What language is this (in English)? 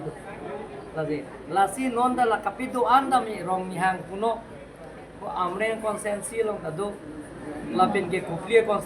Karbi